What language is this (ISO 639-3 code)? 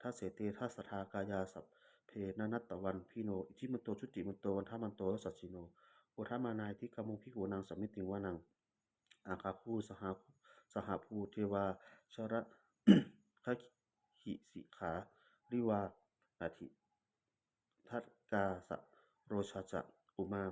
pli